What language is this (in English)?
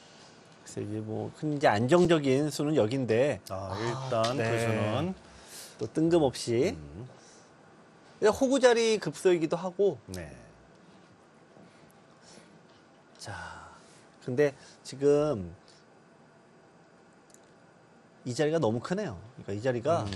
Korean